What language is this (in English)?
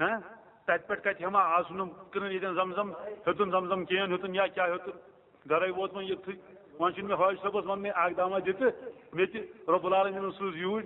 Kashmiri